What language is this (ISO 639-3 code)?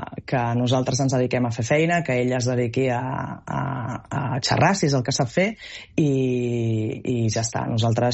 cat